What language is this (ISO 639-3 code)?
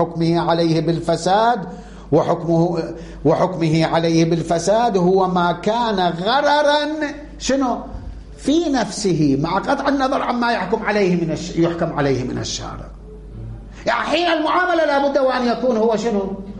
ara